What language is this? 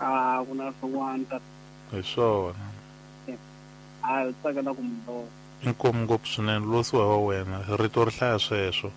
Tsonga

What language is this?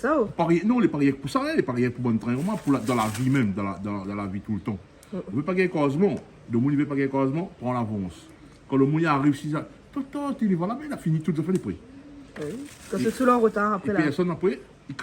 Réunion Creole French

